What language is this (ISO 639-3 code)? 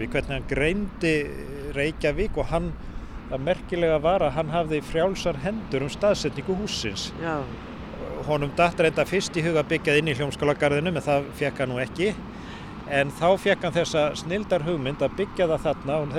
isl